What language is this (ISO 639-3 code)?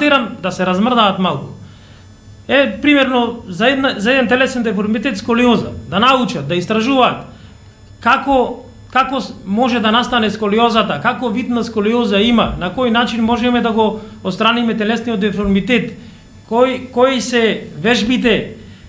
mkd